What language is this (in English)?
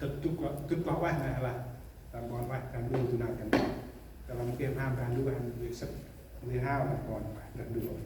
Central Mnong